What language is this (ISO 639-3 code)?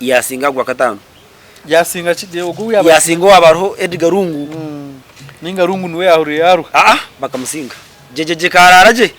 nyn